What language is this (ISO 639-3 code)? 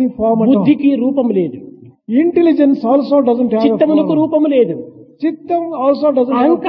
tel